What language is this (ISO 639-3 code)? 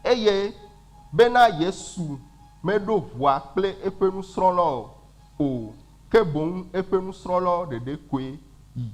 ewe